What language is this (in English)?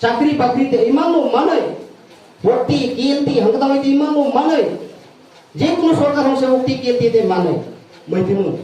Kok Borok